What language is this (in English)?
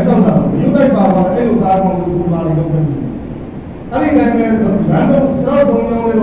Burmese